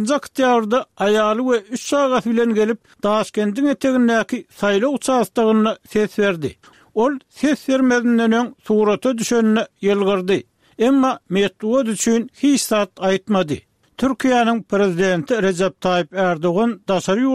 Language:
Turkmen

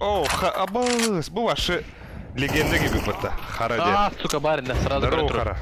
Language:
Yakut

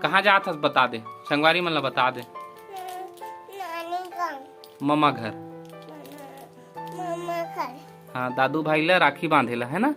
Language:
Chhattisgarhi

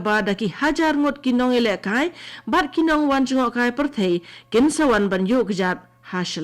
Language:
Khasi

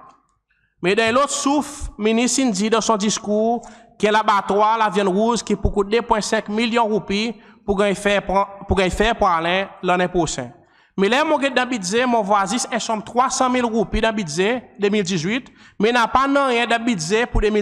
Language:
Seselwa Creole French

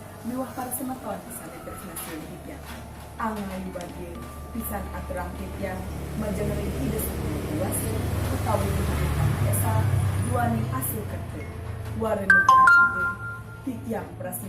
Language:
Balinese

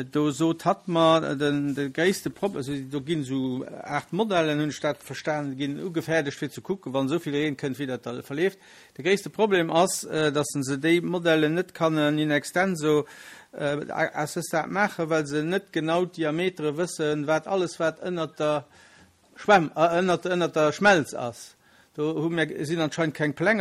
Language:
Luxembourgish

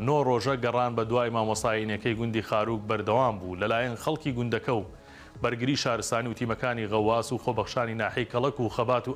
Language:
Central Kurdish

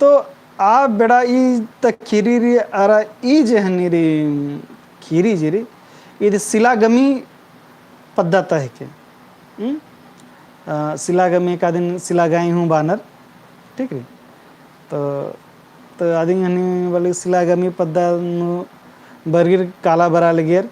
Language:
Kurukh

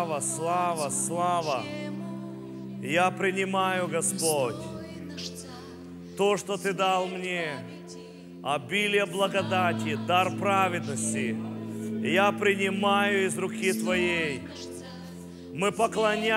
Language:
Russian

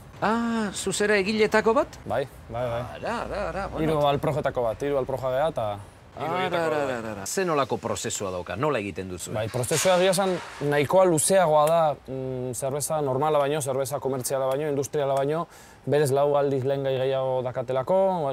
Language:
Basque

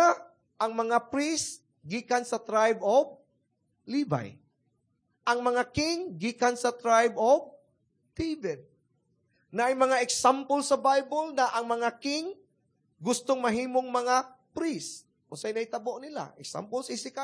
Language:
Cebuano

